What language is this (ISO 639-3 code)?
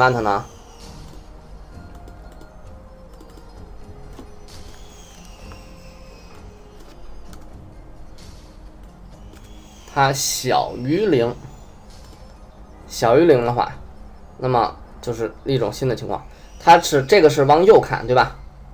zho